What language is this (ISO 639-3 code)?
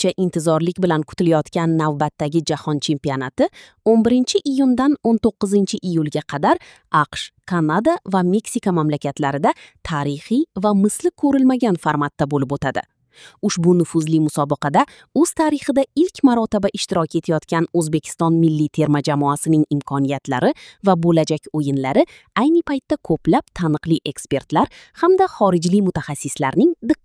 uzb